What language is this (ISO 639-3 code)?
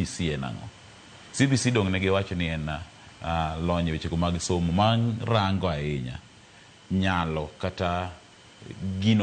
luo